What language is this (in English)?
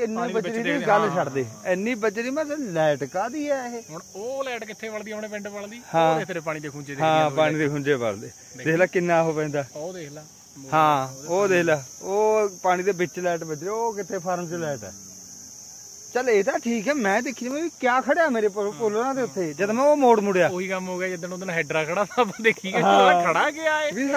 Punjabi